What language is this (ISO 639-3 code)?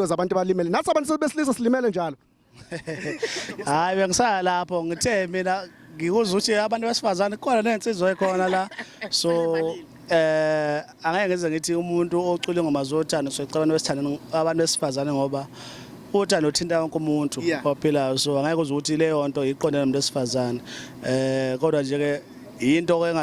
zul